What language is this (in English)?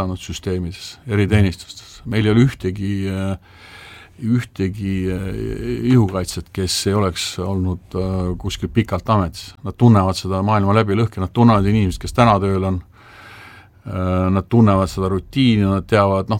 Estonian